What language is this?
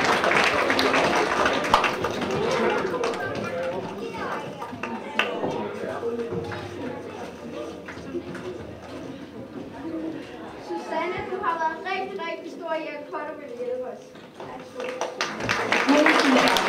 Danish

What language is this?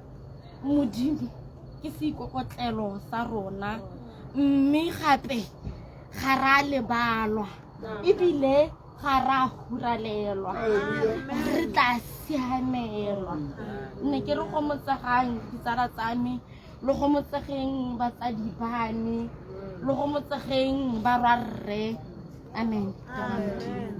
Tswana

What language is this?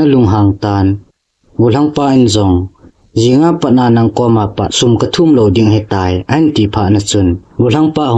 Thado Chin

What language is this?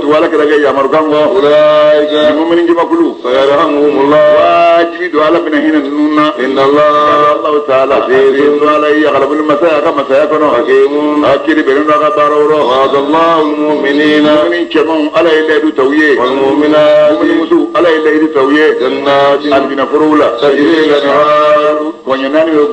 Bambara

